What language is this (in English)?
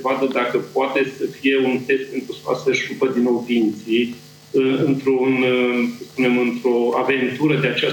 Romanian